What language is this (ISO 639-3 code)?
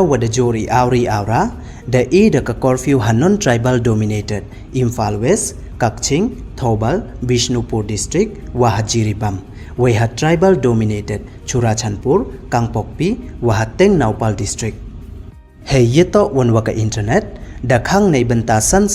pbv